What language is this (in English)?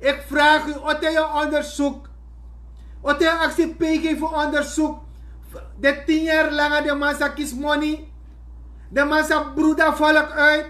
Sranan Tongo